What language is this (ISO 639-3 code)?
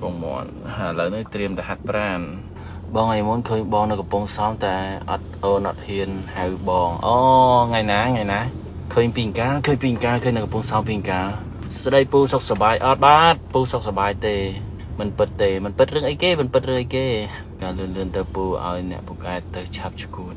khm